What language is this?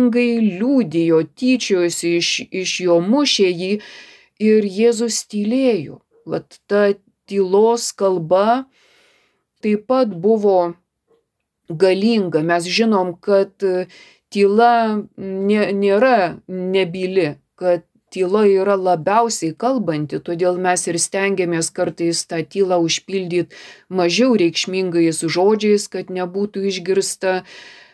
Lithuanian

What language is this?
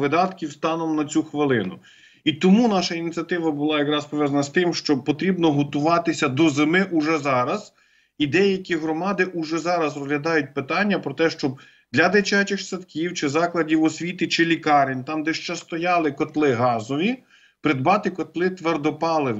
Ukrainian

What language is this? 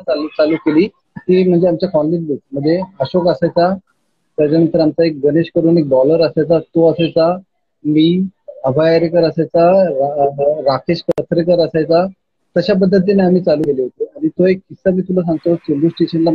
Marathi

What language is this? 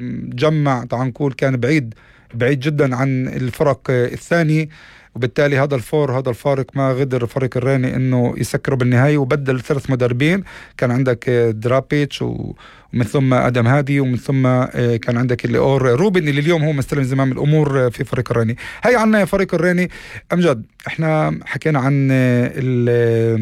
North Levantine Arabic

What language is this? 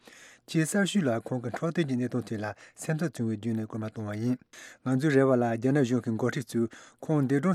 Tibetan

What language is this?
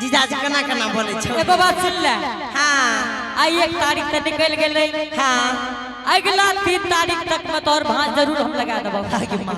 Angika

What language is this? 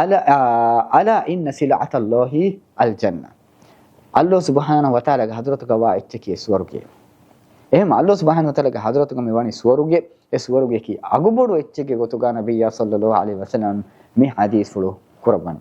Divehi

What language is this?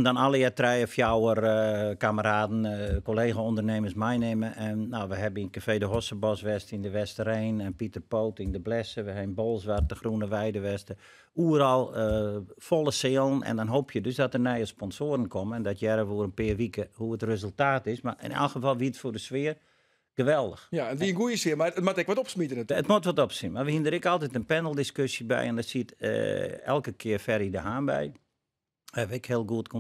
Western Frisian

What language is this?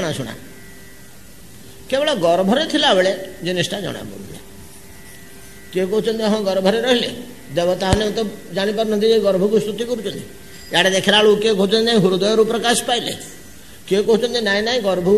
Odia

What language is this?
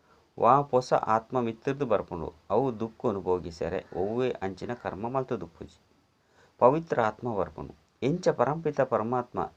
Tulu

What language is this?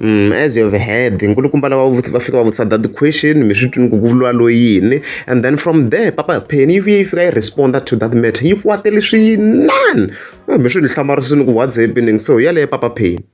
Tsonga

